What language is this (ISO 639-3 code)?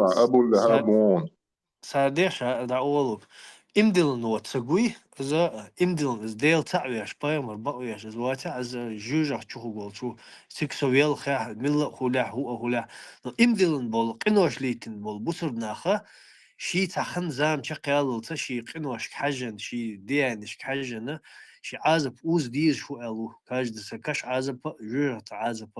che